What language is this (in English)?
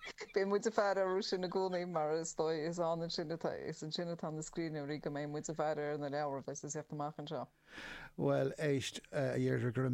Irish